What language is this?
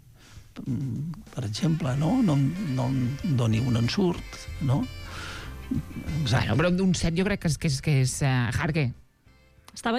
Catalan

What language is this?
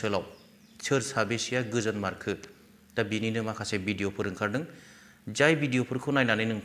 Bodo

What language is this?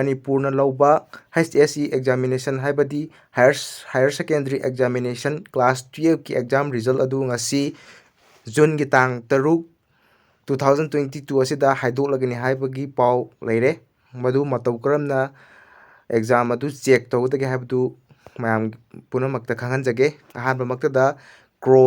Manipuri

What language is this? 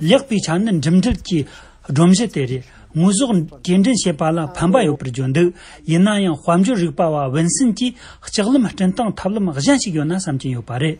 Tibetan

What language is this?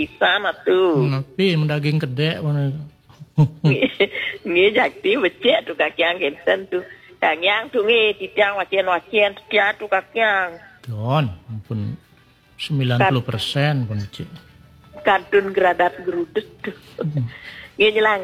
Balinese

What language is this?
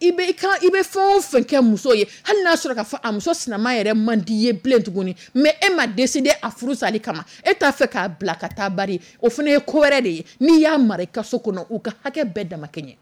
Dyula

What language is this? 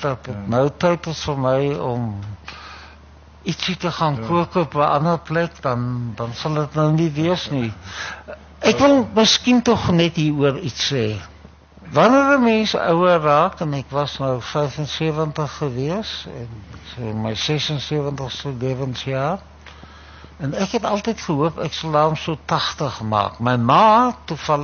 Afrikaans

